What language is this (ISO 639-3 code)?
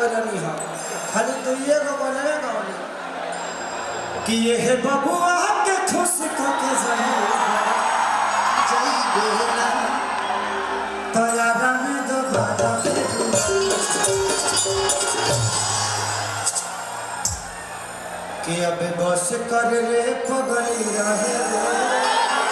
bho